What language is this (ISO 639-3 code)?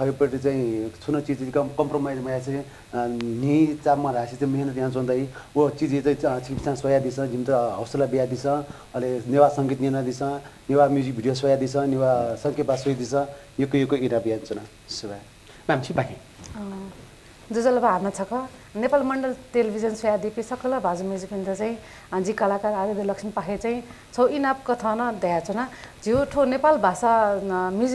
new